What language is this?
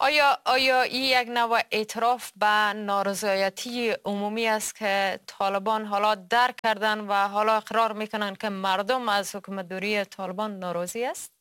Persian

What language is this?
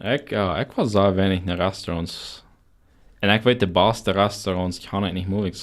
Plautdietsch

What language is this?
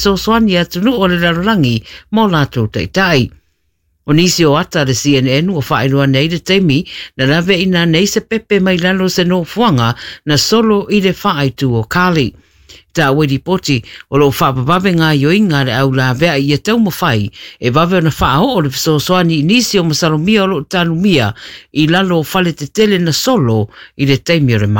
Samoan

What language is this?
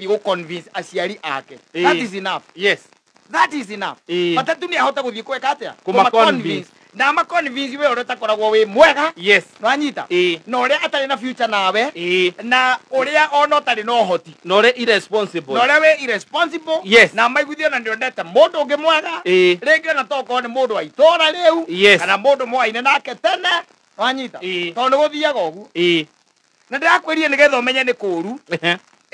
Kikuyu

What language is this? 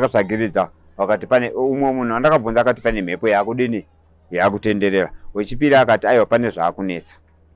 Shona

